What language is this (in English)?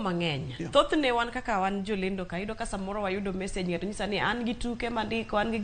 Luo (Kenya and Tanzania)